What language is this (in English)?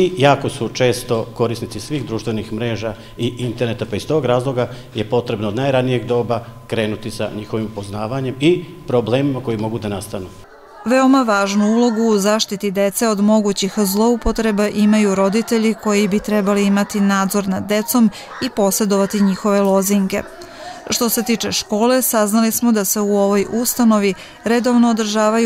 Serbian